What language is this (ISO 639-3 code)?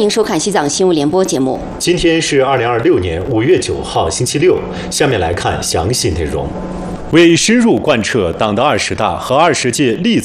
zho